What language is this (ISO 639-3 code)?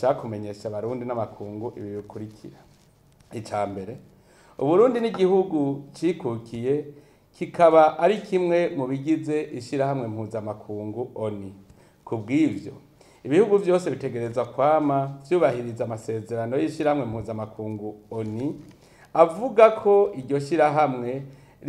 run